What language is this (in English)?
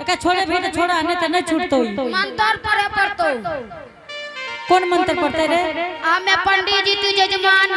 Angika